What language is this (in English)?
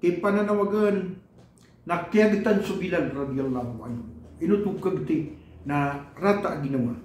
Maranao